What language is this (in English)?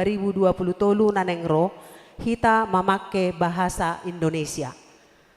Batak Toba